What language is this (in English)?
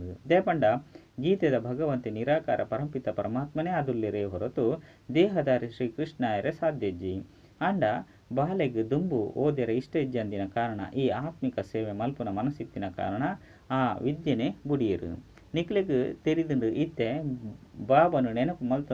Tulu